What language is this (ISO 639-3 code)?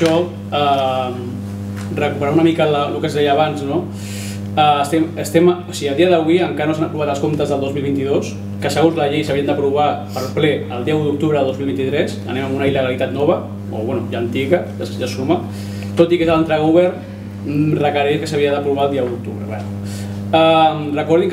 cat